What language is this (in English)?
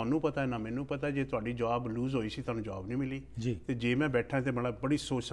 Punjabi